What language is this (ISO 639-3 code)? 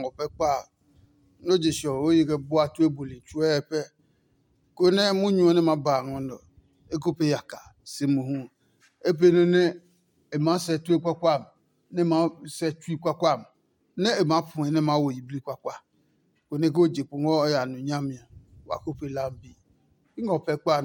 ada